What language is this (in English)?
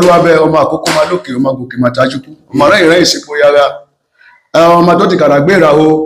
Yoruba